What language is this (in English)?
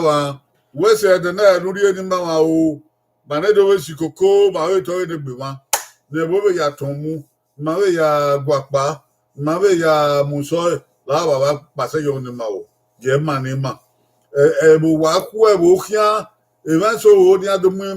Bini